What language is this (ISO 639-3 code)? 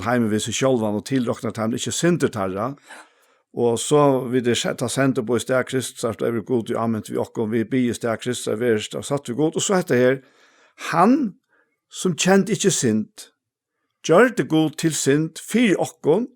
fao